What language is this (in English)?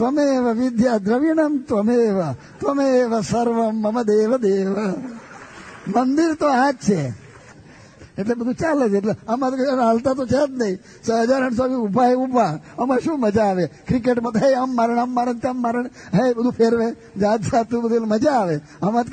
Gujarati